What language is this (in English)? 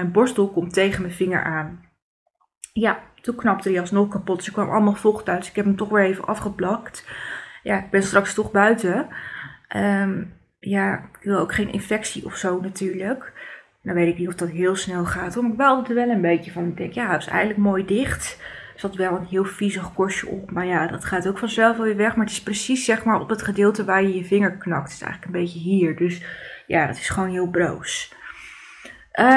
Dutch